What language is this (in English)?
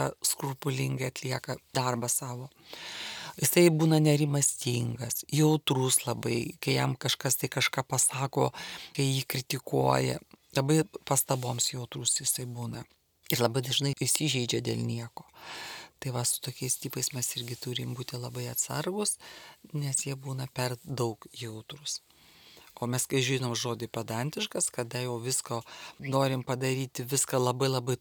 Lithuanian